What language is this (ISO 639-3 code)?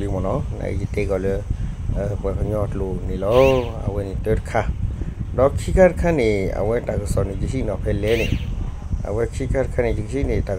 ksw